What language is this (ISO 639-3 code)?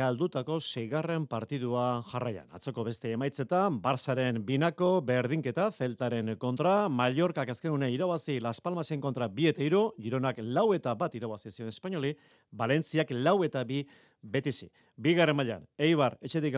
eus